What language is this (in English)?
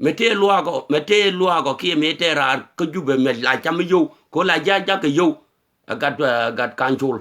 Nuer